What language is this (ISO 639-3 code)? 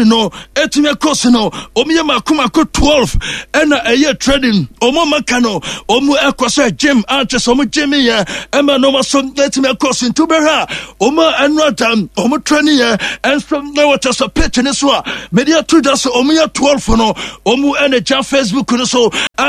aka